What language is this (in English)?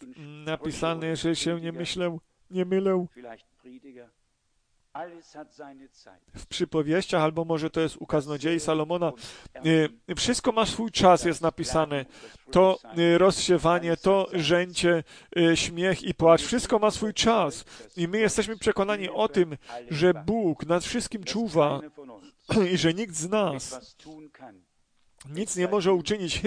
Polish